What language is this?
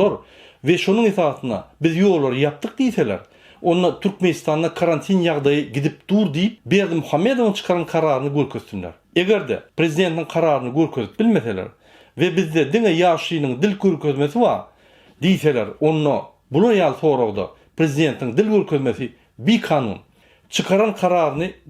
Turkmen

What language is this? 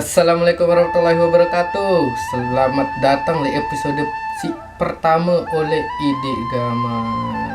Sasak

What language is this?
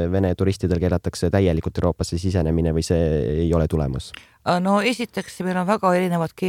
Estonian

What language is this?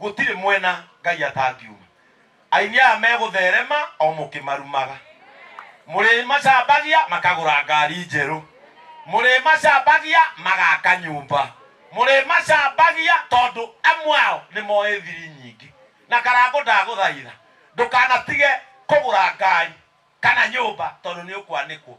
Kikuyu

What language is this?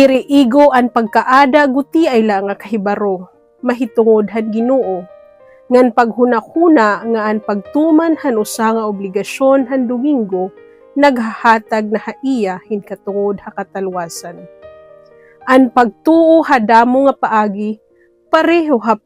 Waray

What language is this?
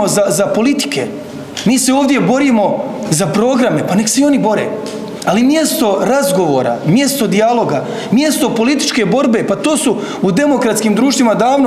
Croatian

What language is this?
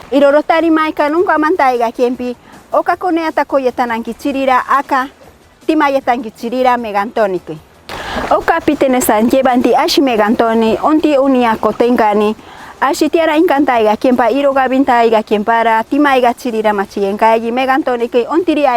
Machiguenga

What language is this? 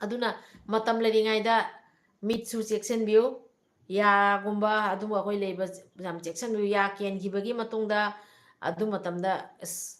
Manipuri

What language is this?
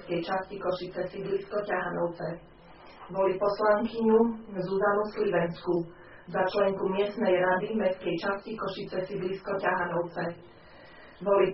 Slovak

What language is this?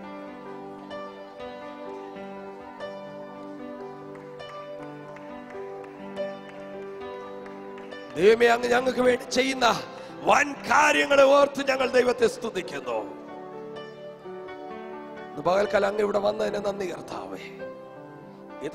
Malayalam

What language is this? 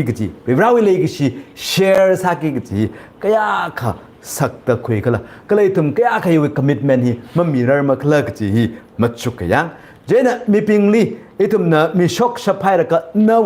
Tangkhul Naga (India)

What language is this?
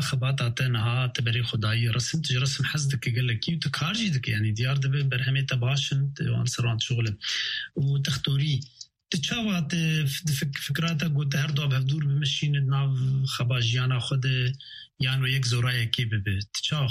Kurdish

